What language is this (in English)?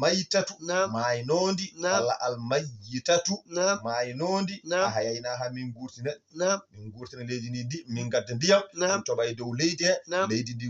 Fula